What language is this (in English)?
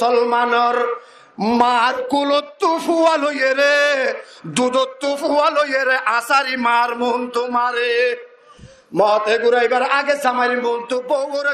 Rohingya